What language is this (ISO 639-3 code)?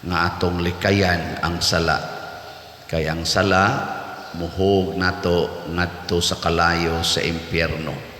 ceb